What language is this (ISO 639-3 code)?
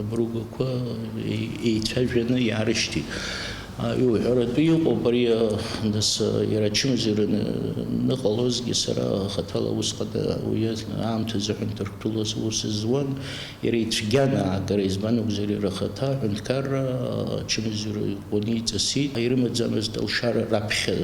abk